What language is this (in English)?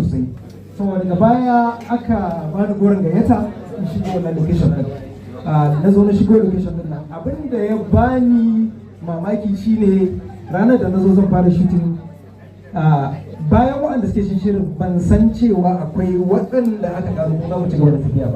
Hausa